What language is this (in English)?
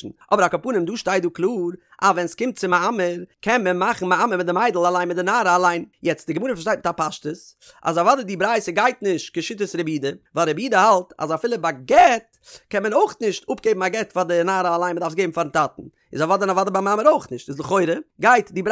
Yiddish